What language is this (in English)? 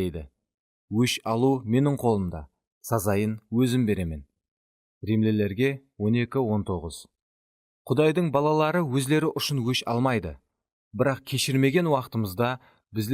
Kara-Kalpak